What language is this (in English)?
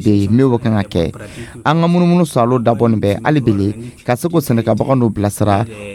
Dyula